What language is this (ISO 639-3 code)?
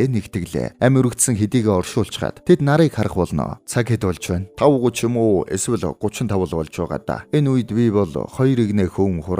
mon